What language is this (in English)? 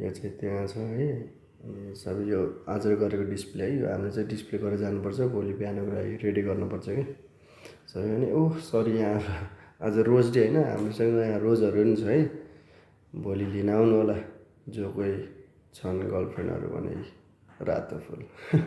Nepali